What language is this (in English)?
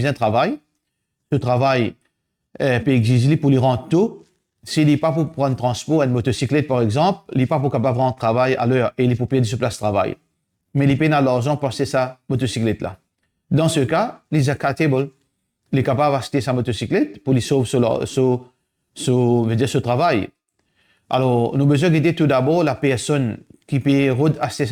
Morisyen